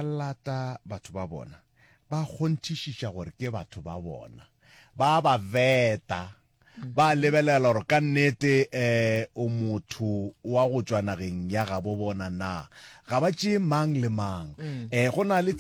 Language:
Northern Sotho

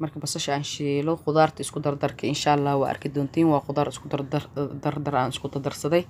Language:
Somali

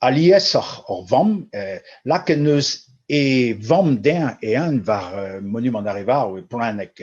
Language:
Breton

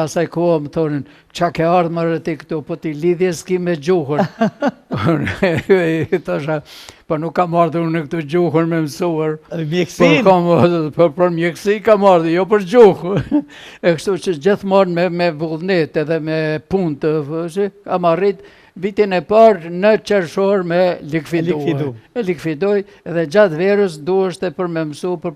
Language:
Albanian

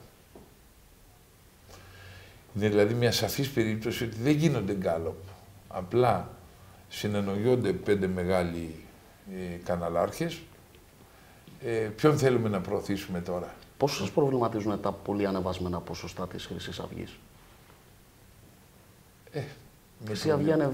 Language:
Greek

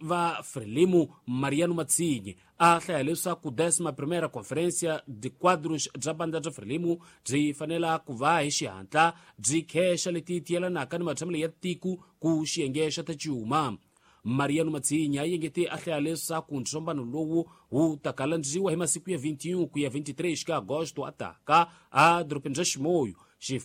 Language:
Tsonga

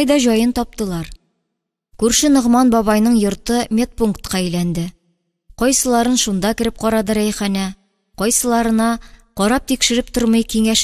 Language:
Tatar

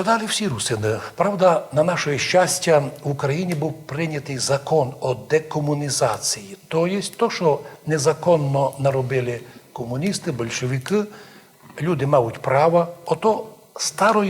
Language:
Rusyn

